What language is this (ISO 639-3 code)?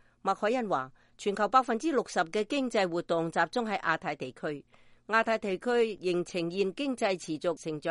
yue